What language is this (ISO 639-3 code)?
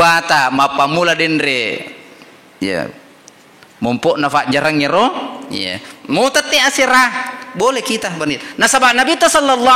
bug